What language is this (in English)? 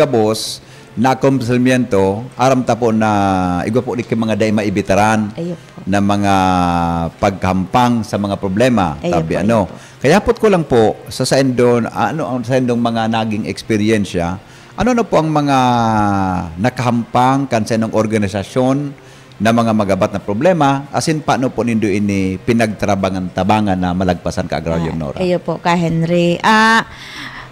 Bikol